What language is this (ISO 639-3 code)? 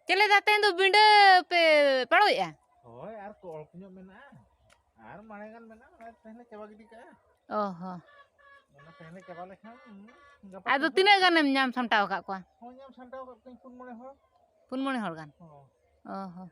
sat